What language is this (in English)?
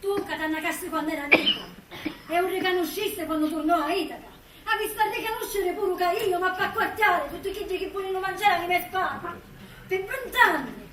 Sicilian